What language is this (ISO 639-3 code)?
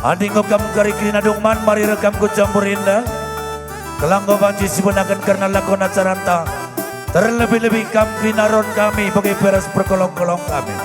btx